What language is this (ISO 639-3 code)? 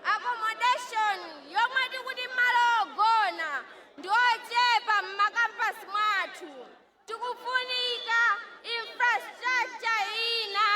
nya